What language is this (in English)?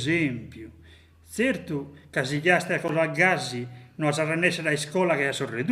Sardinian